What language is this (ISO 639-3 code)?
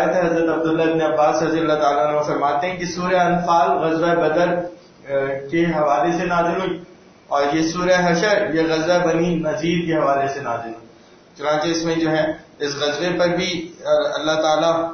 urd